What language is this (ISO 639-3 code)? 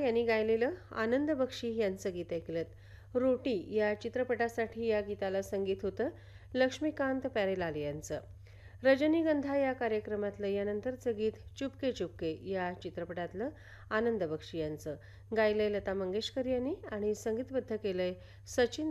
mar